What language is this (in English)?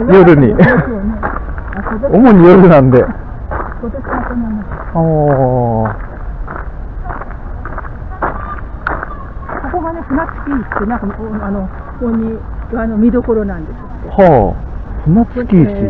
Japanese